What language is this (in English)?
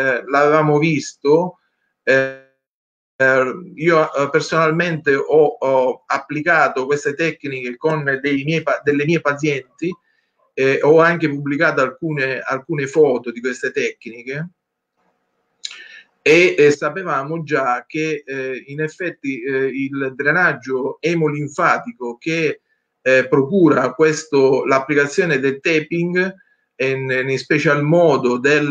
Italian